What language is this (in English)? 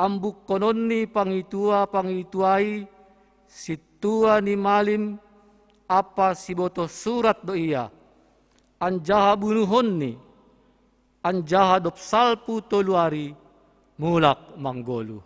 Batak Simalungun